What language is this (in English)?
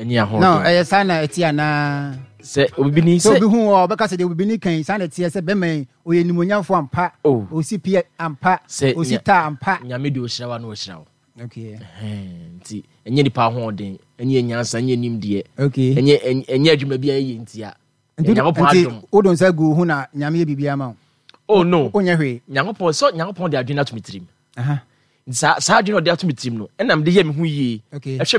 Akan